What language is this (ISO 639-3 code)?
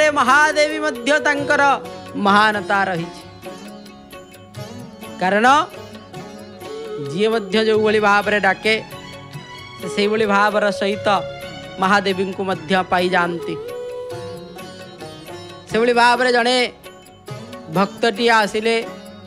ori